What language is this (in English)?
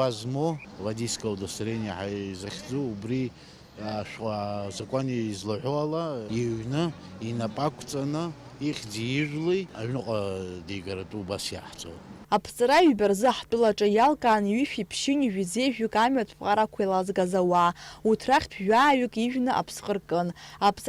Abkhazian